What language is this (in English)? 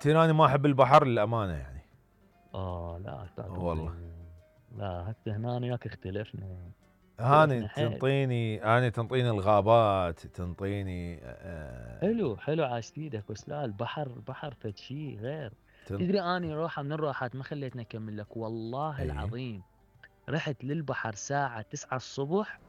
Mesopotamian Arabic